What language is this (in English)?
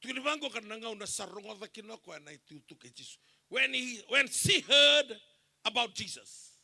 Fijian